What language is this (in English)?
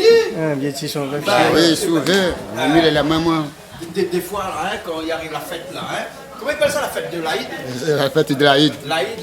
Réunion Creole French